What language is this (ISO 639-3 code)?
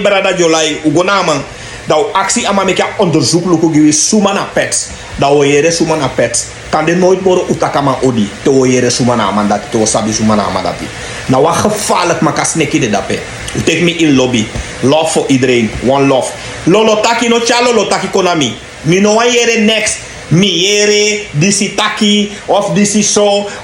srn